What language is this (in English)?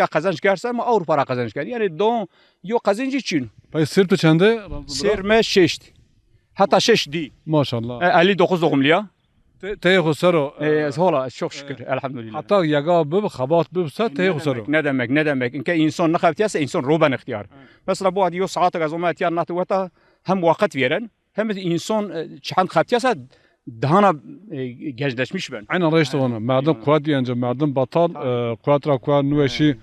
Zaza